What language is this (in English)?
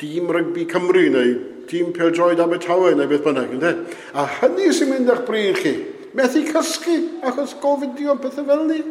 Welsh